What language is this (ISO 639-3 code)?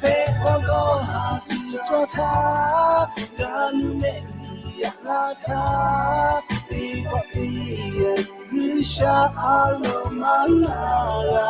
lhu